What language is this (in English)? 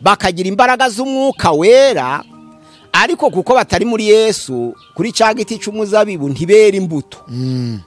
Kinyarwanda